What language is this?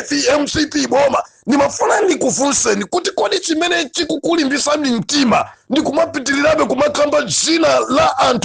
Nyanja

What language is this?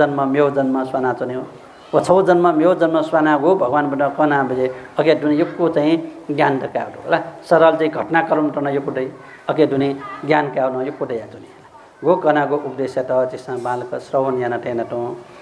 Newari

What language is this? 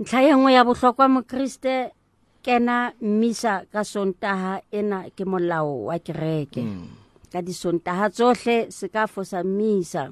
Southern Sotho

